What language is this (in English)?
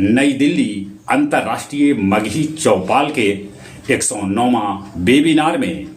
Magahi